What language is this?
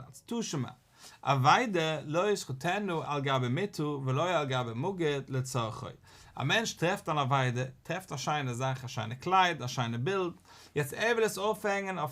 Yiddish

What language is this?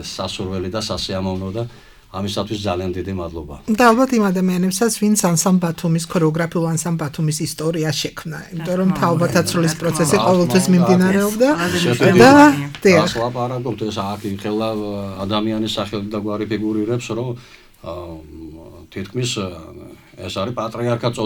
Georgian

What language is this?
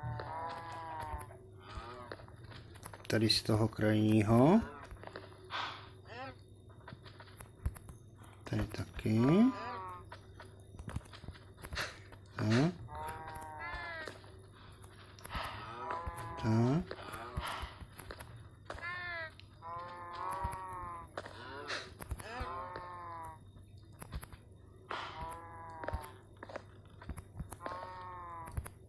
Czech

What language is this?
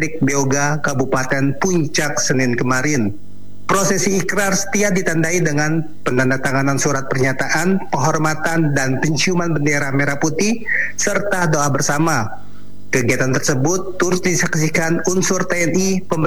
Indonesian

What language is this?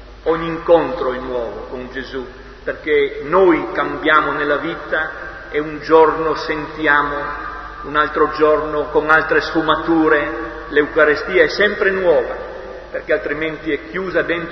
Italian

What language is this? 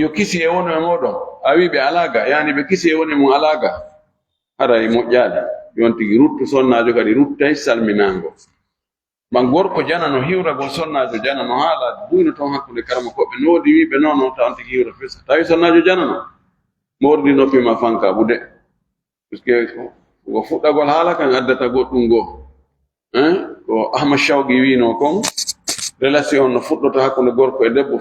Fula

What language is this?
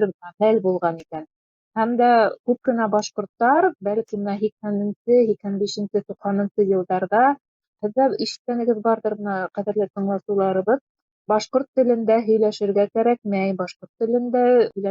Bashkir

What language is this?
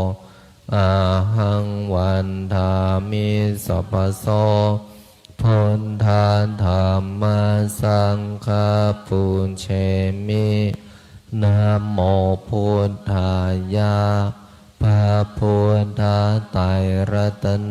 Pali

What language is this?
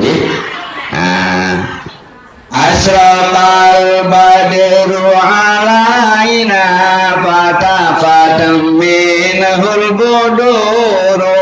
Sasak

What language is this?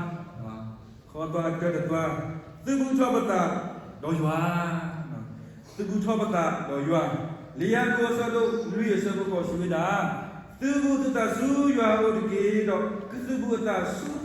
S'gaw Karen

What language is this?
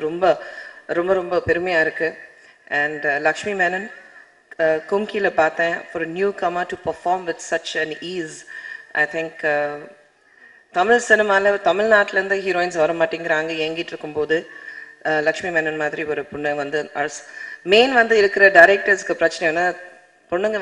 Tamil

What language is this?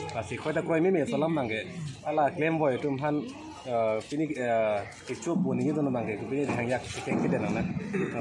Karbi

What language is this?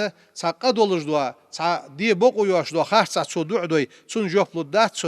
Ingush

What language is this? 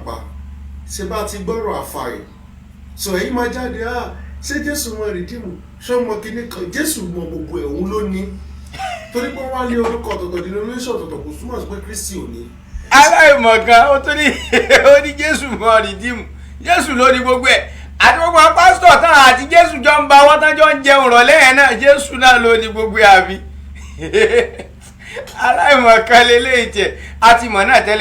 Yoruba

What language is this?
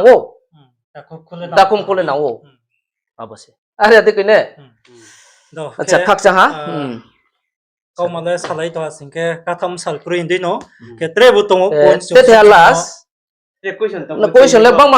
Riang (India)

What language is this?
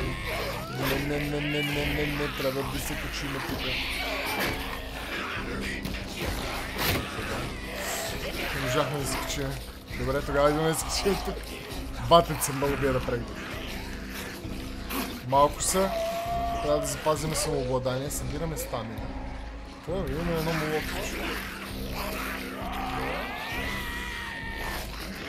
Bulgarian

